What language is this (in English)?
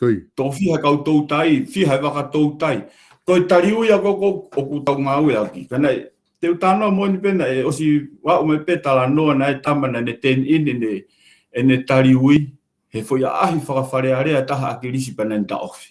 Tongan